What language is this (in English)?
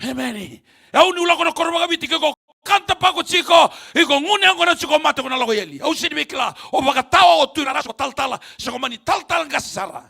Fijian